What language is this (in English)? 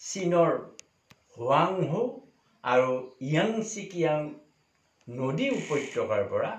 Assamese